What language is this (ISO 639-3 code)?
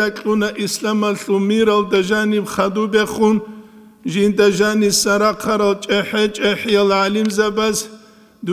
ava